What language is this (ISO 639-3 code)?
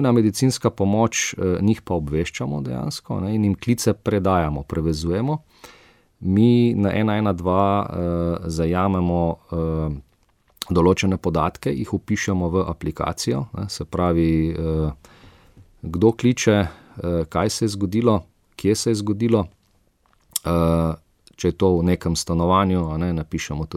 slv